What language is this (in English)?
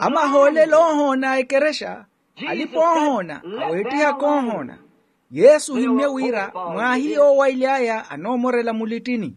Makhuwa